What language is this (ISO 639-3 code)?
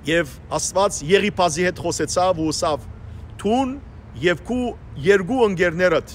hyw